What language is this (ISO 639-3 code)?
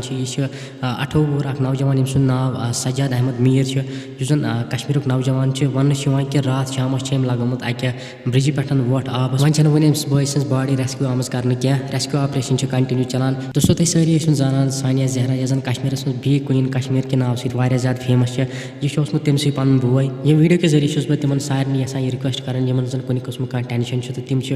kas